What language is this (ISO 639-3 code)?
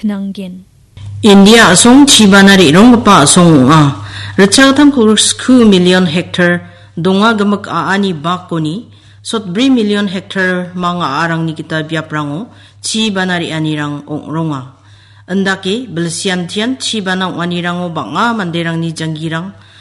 grt